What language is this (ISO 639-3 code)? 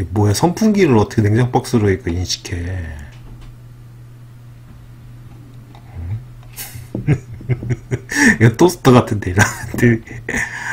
kor